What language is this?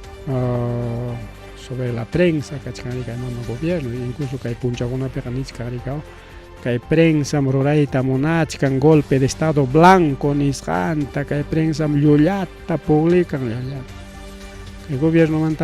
Ayacucho Quechua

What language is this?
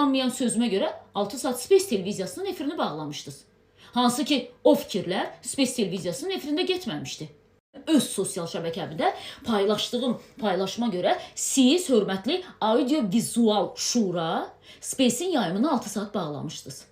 Azerbaijani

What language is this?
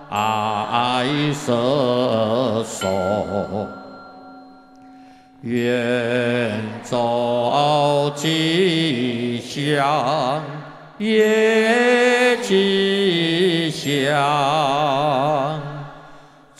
Chinese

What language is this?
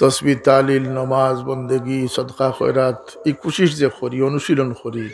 Sylheti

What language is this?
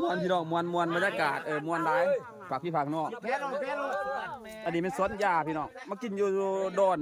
Lao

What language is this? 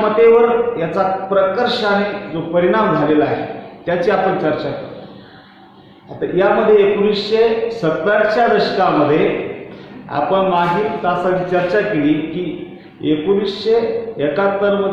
Marathi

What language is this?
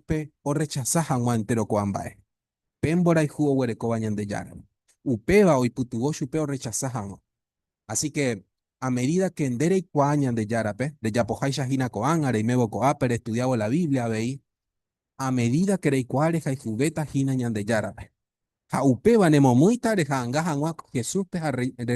Guarani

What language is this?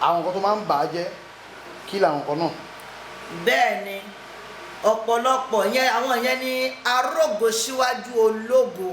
Yoruba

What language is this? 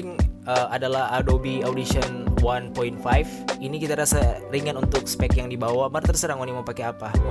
Manado Malay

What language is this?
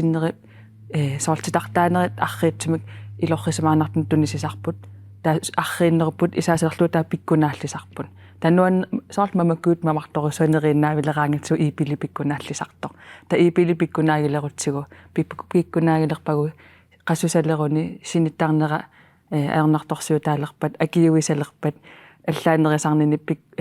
Kalaallisut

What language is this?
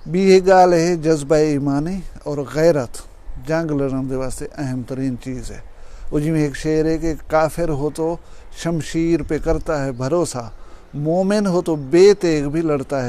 Saraiki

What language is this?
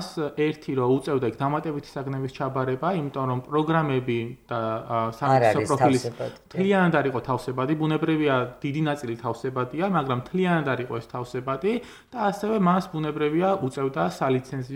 Georgian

